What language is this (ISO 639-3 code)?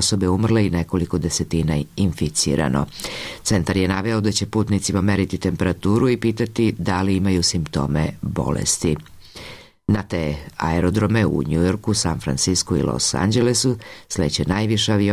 srp